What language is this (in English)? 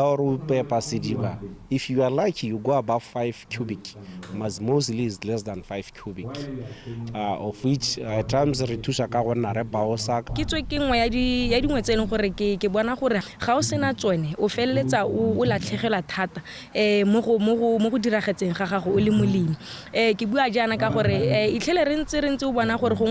Tswana